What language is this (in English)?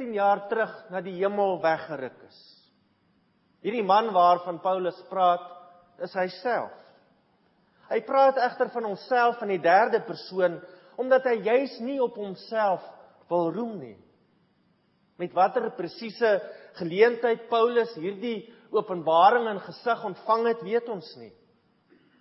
Afrikaans